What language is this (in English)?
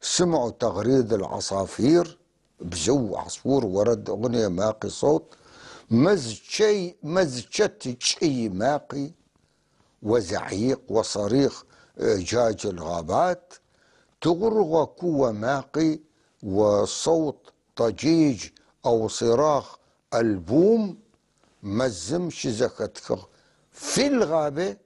North Levantine Arabic